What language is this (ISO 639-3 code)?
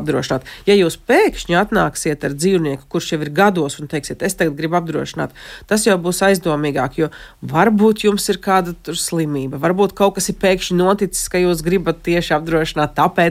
lav